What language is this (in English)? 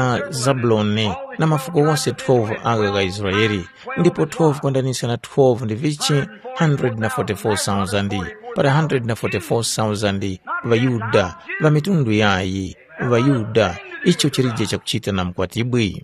Tumbuka